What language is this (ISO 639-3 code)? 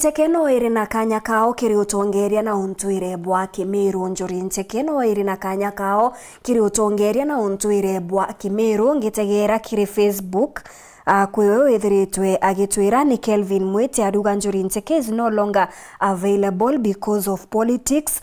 mer